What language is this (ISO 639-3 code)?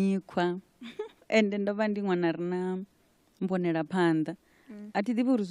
ven